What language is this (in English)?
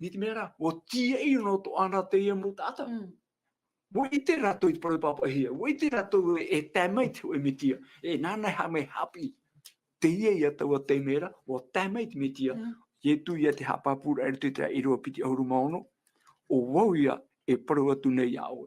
Tahitian